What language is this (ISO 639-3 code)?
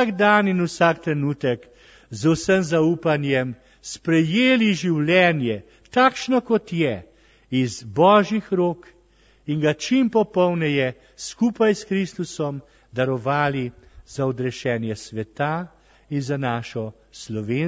slv